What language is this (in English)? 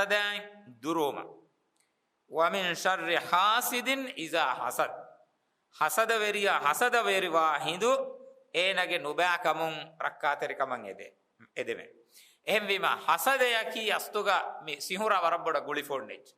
Divehi